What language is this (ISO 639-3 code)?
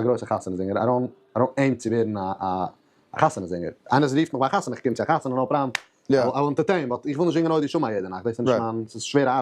yid